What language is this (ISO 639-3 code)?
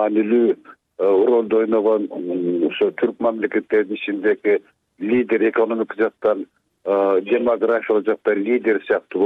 kir